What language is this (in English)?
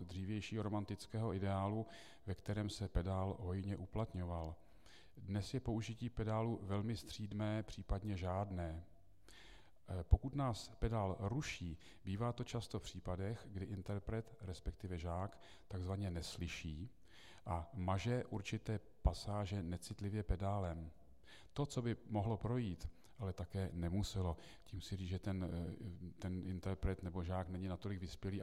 Czech